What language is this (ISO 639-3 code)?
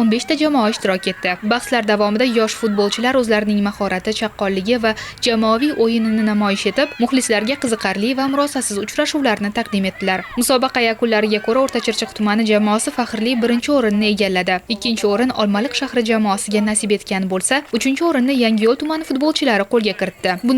uzb